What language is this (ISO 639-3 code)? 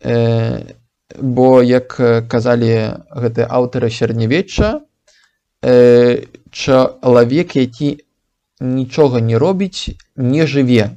bel